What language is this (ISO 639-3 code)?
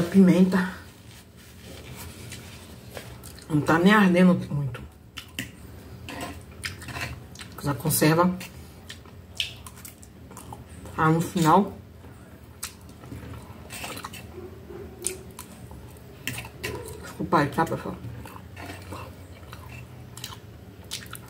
por